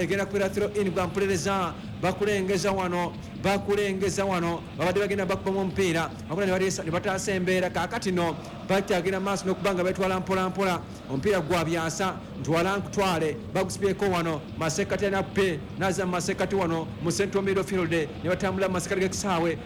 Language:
Ganda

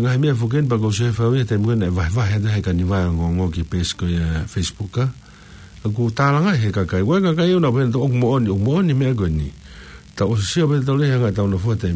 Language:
Tongan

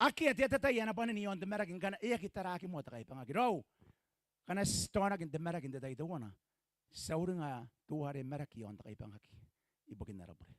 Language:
Gilbertese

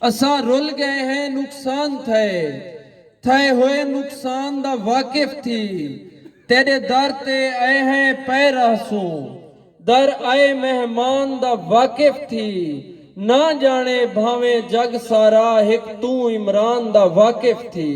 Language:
Saraiki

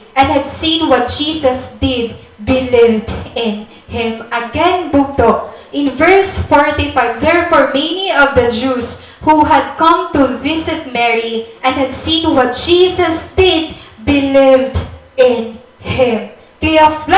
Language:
Waray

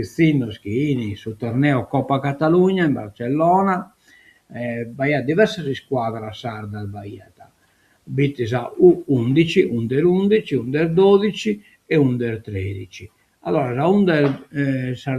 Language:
Sardinian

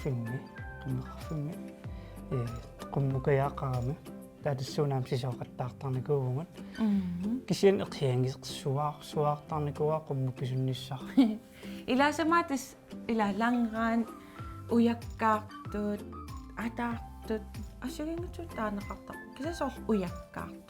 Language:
Kalaallisut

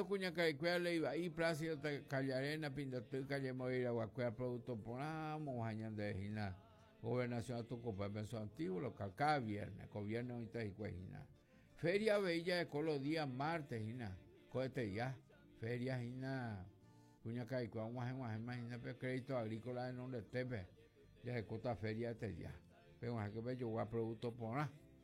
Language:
Guarani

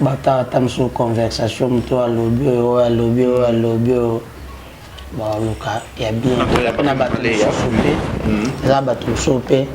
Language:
Lingala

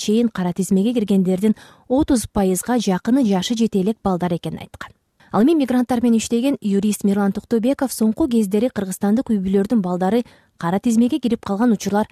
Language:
Kyrgyz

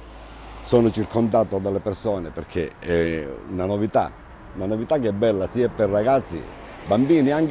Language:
Italian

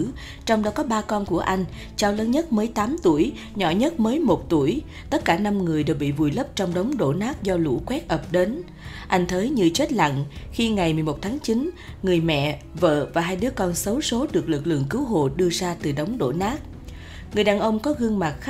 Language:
Vietnamese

